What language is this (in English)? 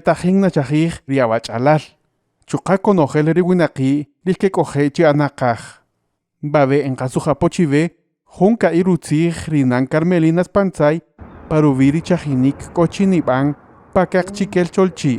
Kaqchikel